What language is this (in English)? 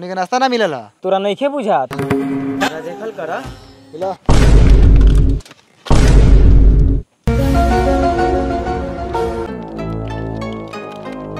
Bhojpuri